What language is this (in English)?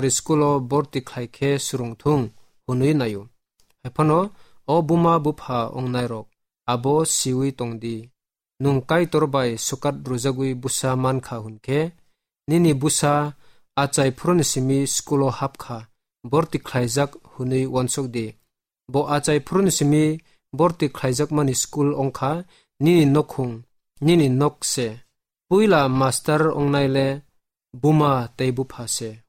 Kok Borok